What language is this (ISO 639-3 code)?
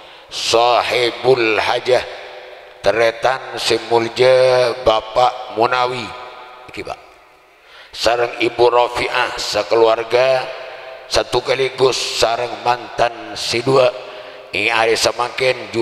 mad